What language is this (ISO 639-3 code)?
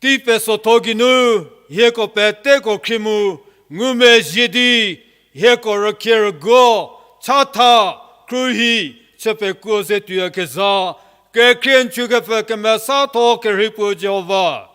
njm